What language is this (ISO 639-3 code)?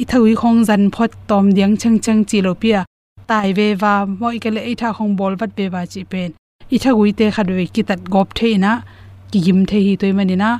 ctd